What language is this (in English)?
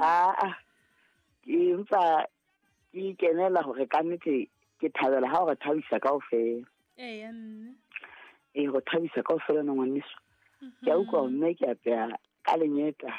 Southern Sotho